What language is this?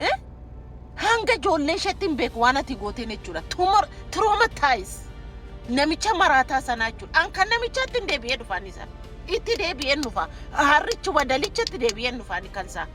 Oromo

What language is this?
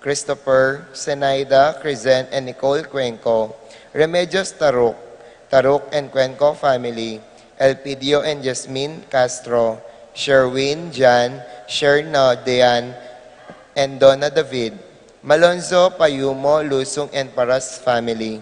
Pampanga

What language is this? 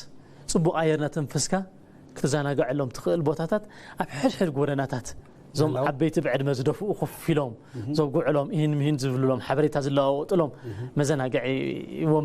Tigrinya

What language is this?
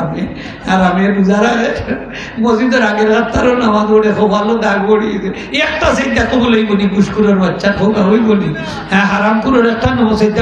Sylheti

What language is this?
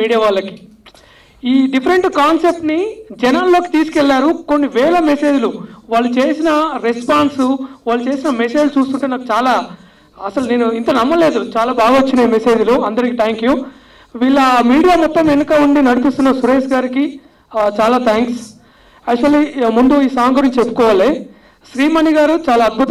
Telugu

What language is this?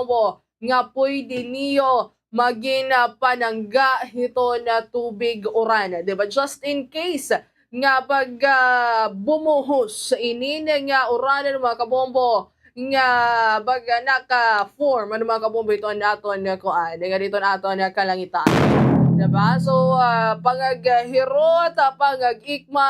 Waray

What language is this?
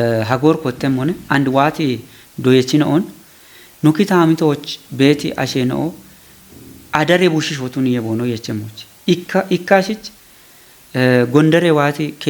Kafa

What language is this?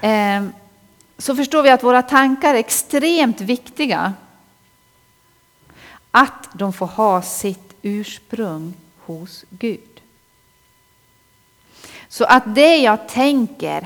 Swedish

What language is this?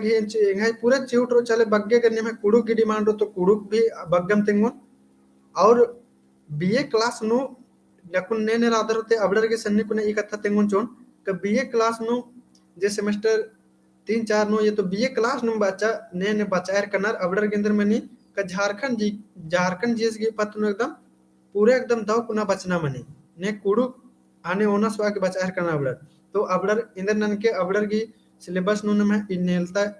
Kurukh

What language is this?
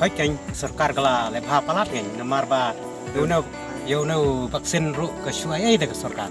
Khasi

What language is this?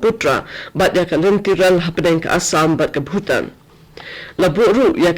Khasi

